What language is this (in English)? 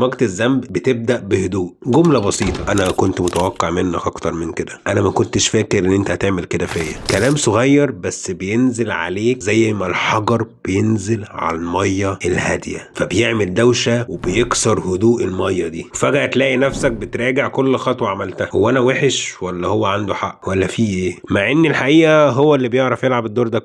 Egyptian Arabic